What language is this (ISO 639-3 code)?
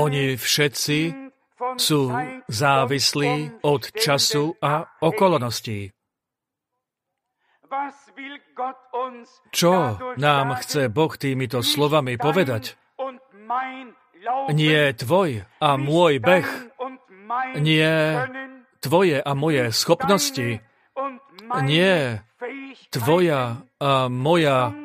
slk